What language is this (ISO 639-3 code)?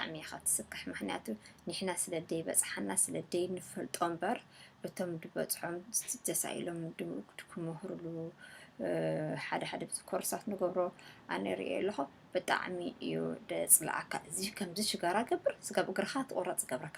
tir